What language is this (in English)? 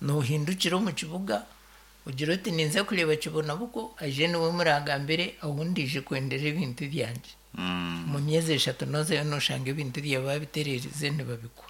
Nyankole